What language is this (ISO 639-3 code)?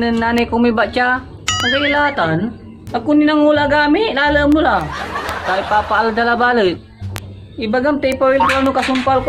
pag